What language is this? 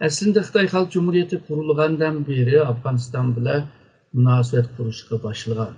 Uyghur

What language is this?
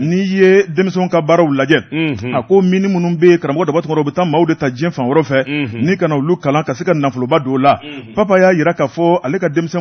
Bambara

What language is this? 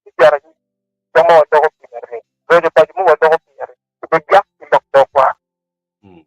Acoli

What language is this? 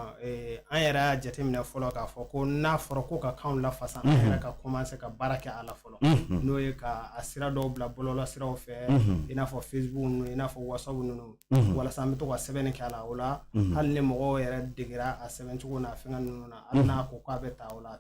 Bambara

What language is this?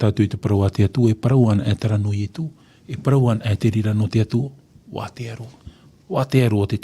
Tahitian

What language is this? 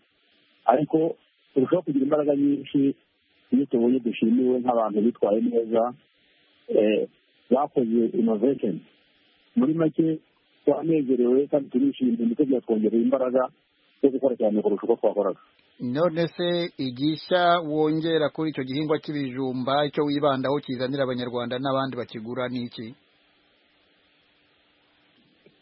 Kinyarwanda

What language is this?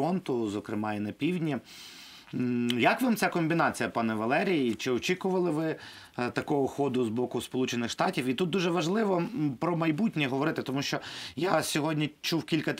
Ukrainian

